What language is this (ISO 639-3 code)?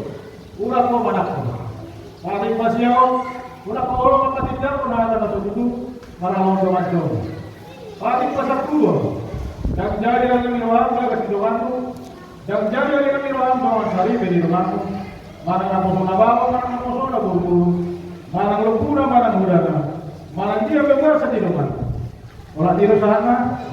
bbc